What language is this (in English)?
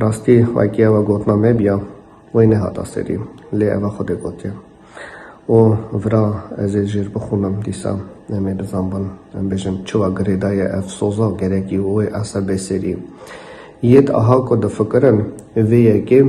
Kurdish